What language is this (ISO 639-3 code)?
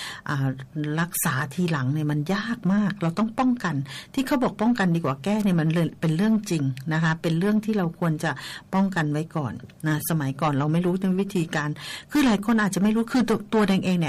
tha